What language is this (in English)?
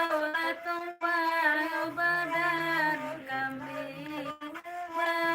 Minangkabau